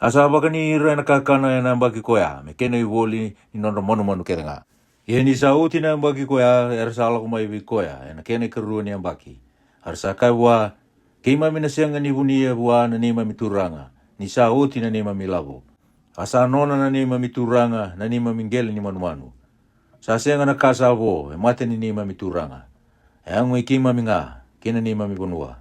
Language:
Fijian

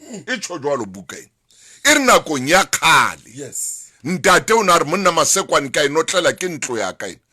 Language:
Southern Sotho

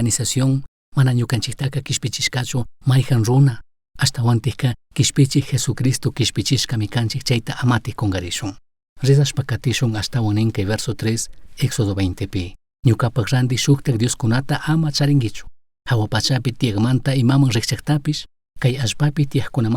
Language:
Chimborazo Highland Quichua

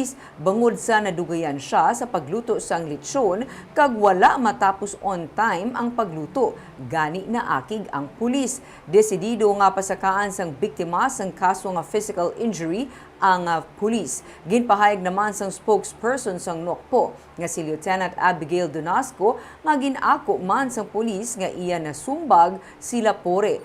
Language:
Hiligaynon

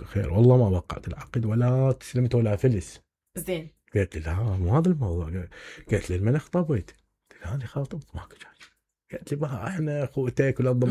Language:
Mesopotamian Arabic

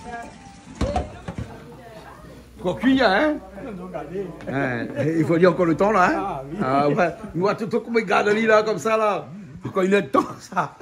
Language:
Réunion Creole French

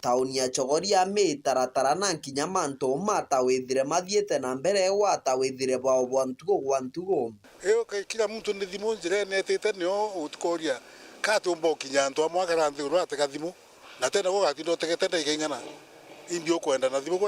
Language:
Meru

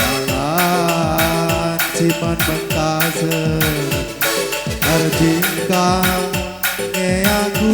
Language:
Batak Karo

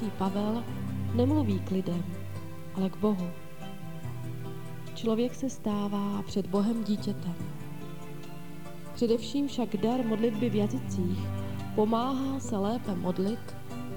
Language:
Czech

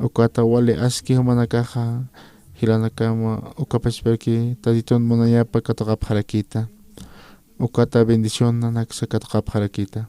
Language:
Aymara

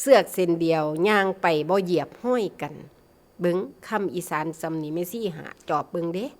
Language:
Northeastern Thai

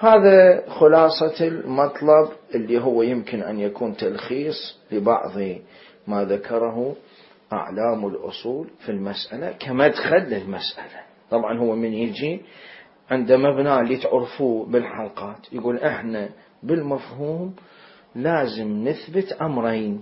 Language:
Mesopotamian Arabic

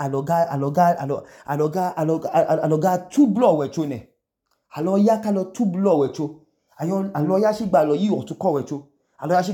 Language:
Idoma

